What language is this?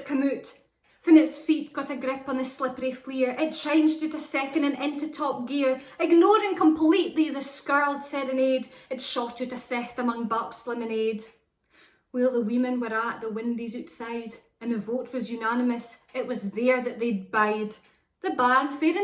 Scots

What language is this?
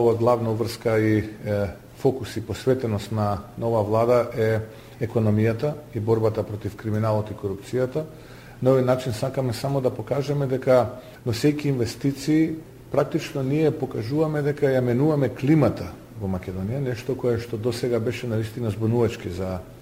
Macedonian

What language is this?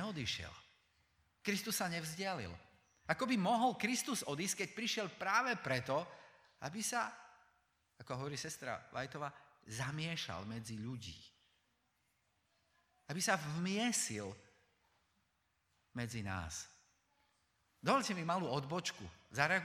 Slovak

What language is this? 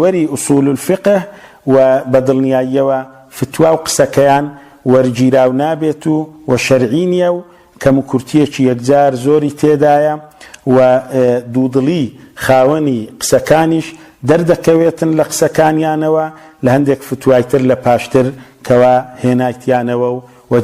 Central Kurdish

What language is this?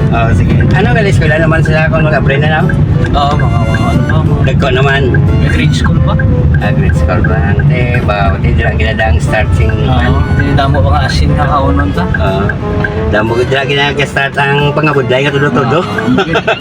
Hiligaynon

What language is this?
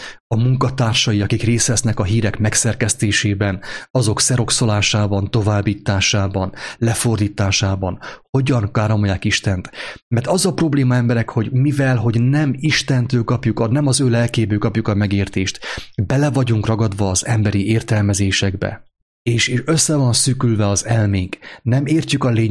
Hungarian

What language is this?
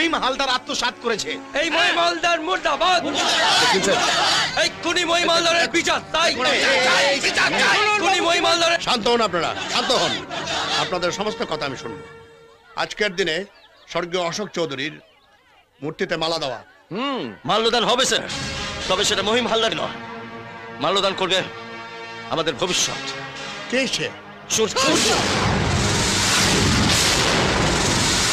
Bangla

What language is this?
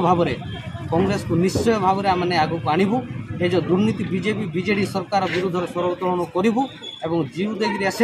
Odia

